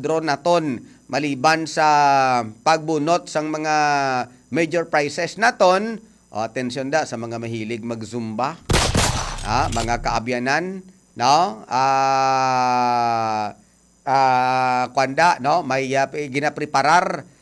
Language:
Hiligaynon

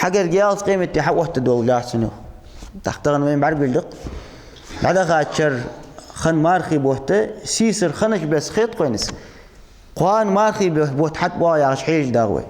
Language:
Ingush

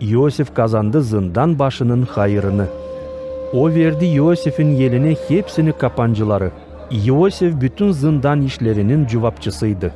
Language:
Gagauz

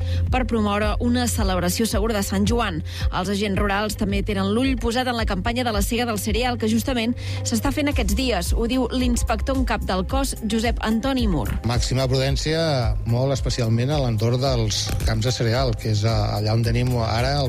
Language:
Catalan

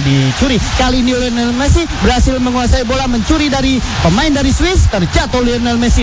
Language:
Indonesian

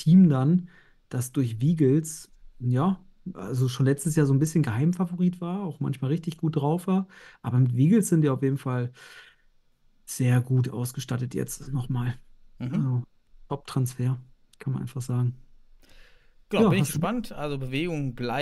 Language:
German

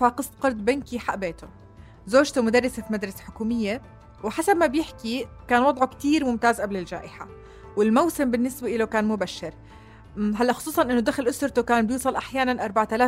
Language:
North Levantine Arabic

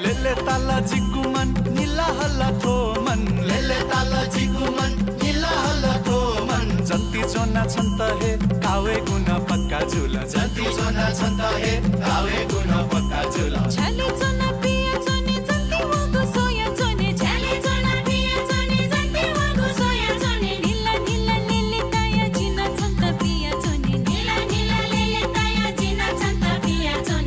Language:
Newari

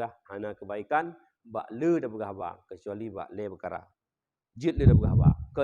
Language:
Achinese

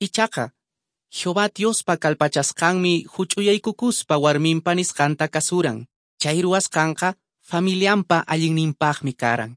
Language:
Quechua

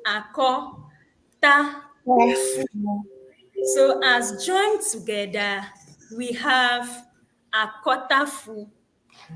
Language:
Ewe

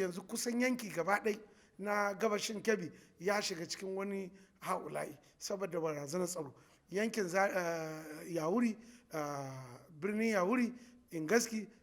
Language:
Hausa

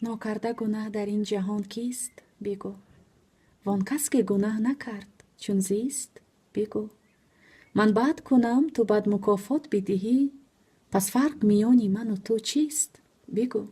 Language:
Tajik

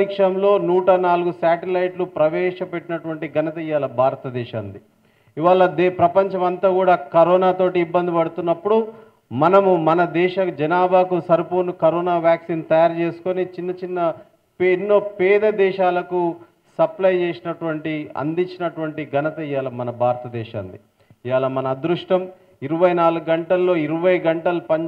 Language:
Telugu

